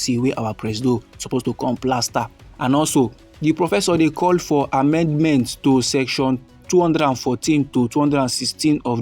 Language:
Nigerian Pidgin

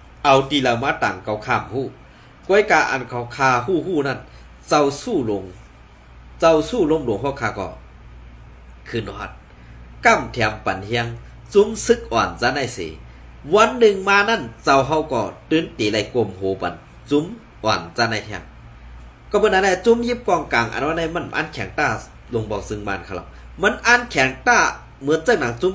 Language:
Shan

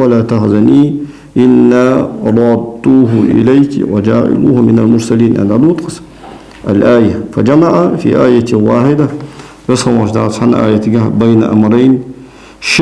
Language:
Ingush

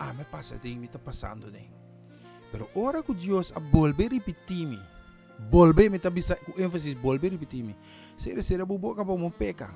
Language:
Papiamento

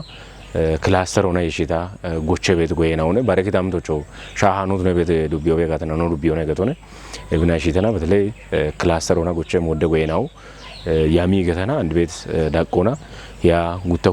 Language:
Kafa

